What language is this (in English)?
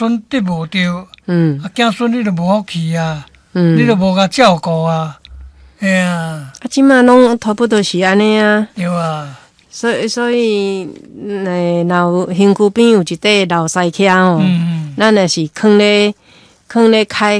Min Nan Chinese